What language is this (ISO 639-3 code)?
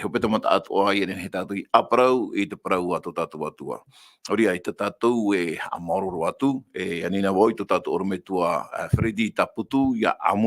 tah